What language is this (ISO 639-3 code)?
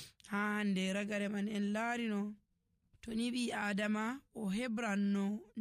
fuv